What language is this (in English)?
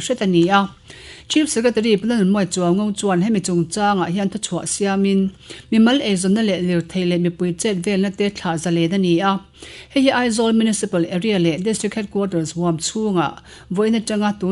Mizo